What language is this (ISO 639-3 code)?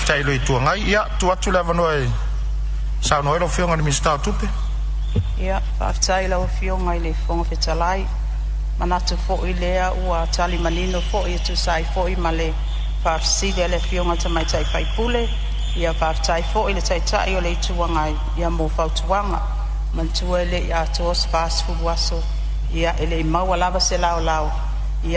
smo